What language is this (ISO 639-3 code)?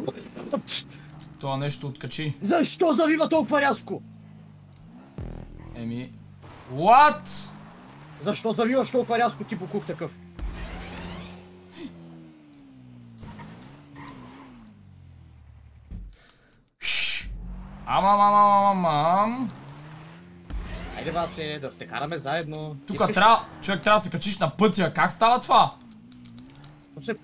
bul